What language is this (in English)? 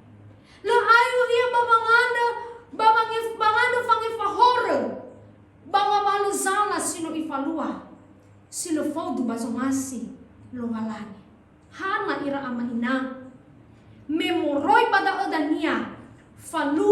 Nias